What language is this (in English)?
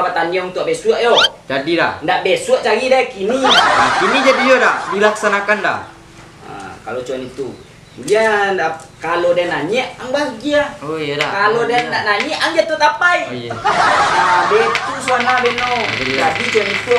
Minangkabau